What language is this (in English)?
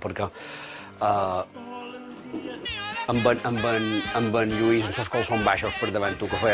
Catalan